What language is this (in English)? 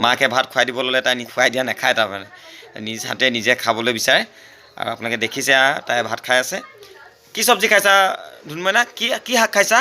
Assamese